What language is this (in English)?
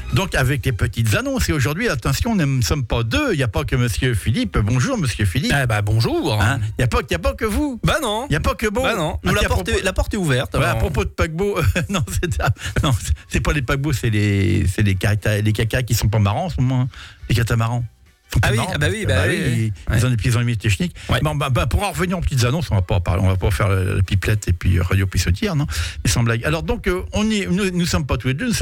French